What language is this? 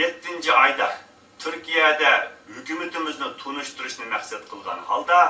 Uyghur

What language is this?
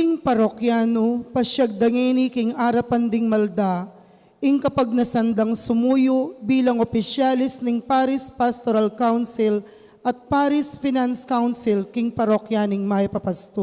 Pampanga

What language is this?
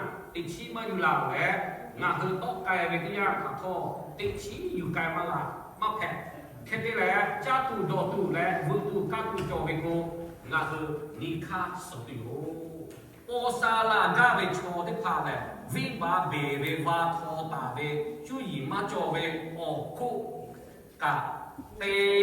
Lahu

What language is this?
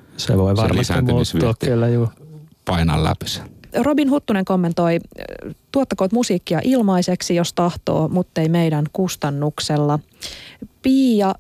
Finnish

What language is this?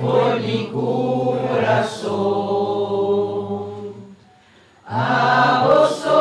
Papiamento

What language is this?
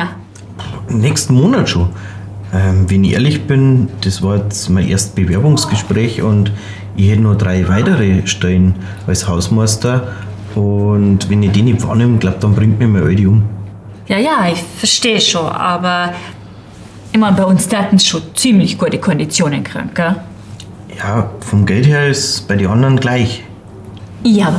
Bavarian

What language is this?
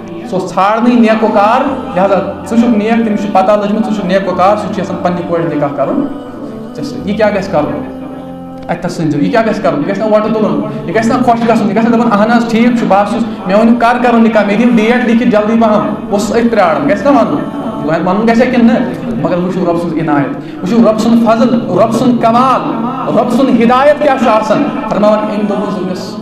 Kashmiri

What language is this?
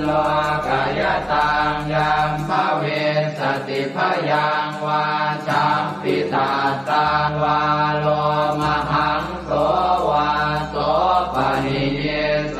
Pali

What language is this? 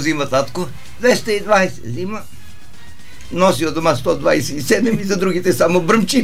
Bulgarian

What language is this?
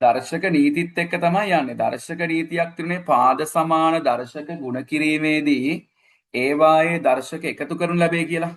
Sinhala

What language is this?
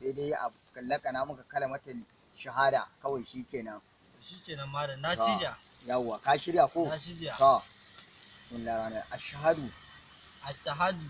Hausa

